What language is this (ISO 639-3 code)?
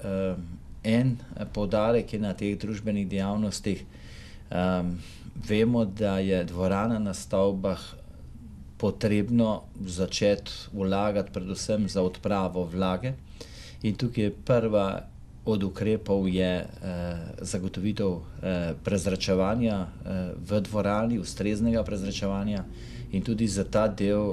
slv